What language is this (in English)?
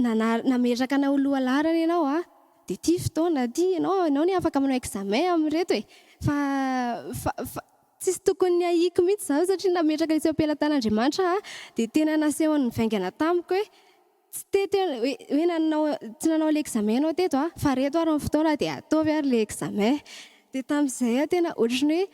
Malagasy